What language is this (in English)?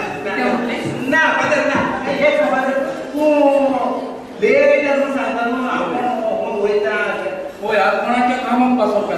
Konkani